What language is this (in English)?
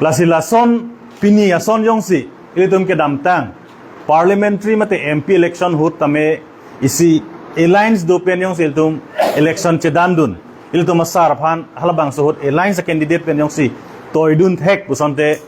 Karbi